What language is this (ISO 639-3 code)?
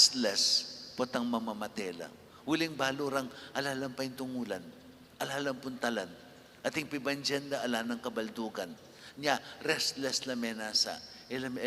pam